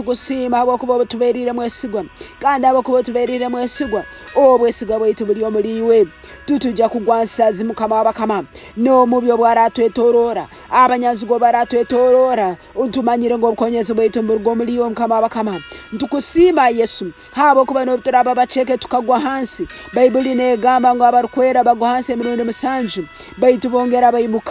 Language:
Nyankole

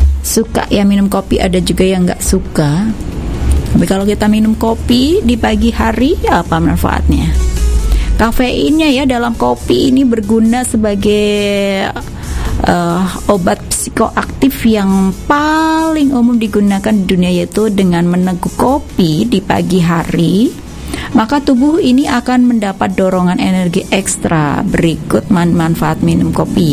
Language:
Indonesian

